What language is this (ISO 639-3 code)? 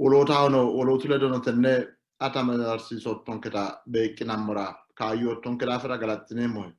sid